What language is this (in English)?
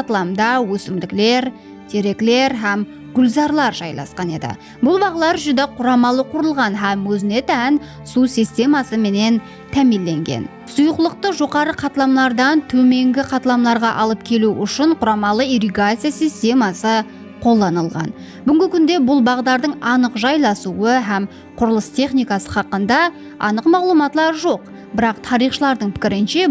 Kara-Kalpak